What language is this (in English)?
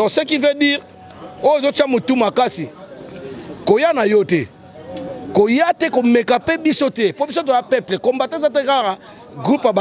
Lingala